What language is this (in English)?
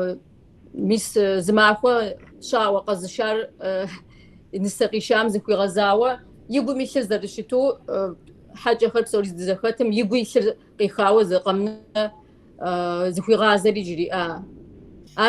Kabardian